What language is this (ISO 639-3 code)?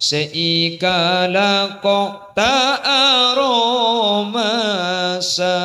mad